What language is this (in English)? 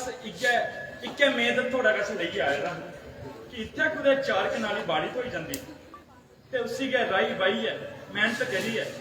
Dogri